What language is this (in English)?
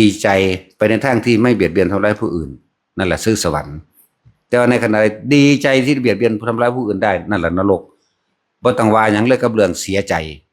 Northeastern Thai